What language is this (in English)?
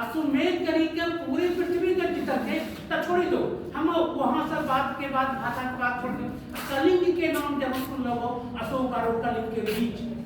Angika